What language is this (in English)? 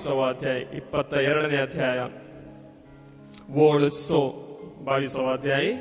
Konkani